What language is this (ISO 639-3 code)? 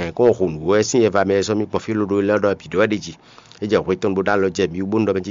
fon